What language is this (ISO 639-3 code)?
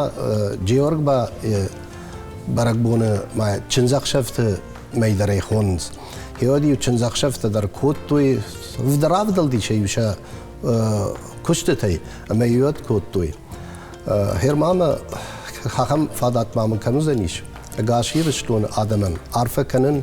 oss